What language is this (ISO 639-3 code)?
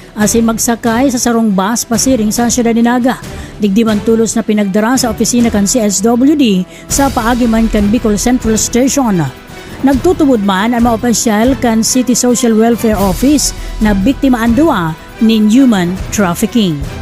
bik